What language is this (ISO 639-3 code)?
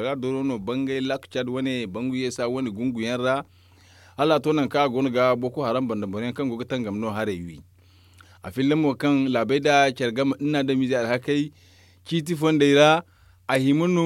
dje